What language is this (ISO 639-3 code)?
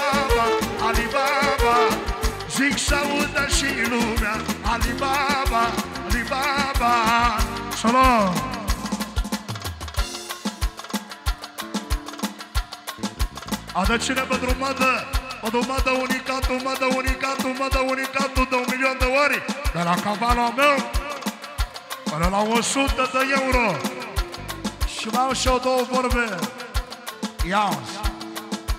ron